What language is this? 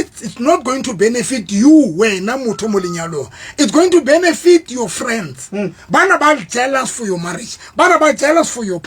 Southern Sotho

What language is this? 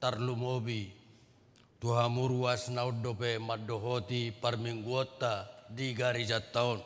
Batak Toba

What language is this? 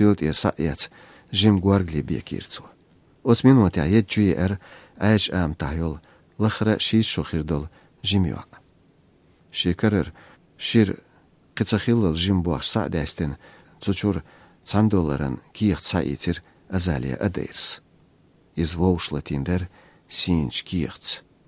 Chechen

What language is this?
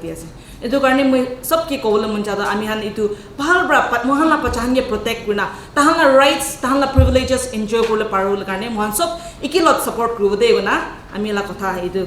Naga Pidgin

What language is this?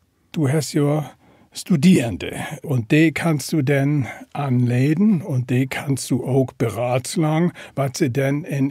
Low German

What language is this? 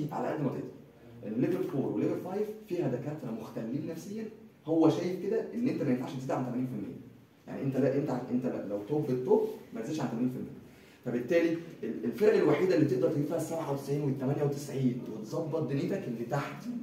Egyptian Arabic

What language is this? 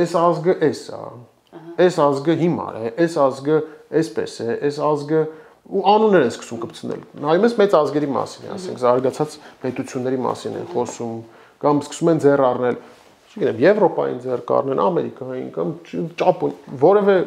Armenian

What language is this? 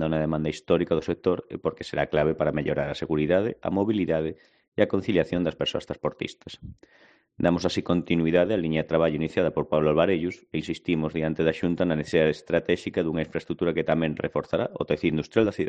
Galician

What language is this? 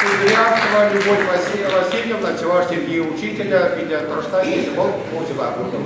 Chuvash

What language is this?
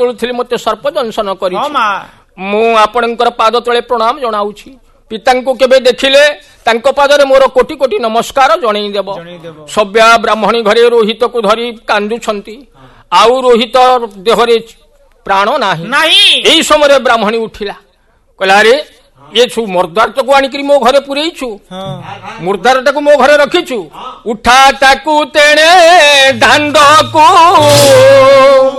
Odia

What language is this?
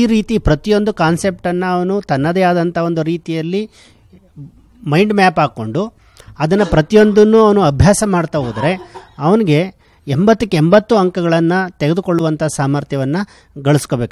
Kannada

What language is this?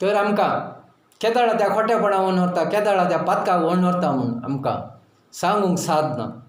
Konkani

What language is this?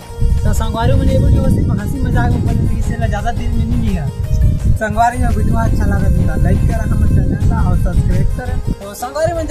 Chhattisgarhi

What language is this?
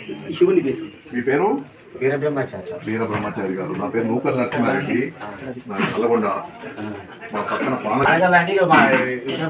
Telugu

